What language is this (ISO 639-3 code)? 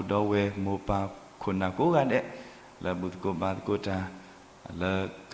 ksw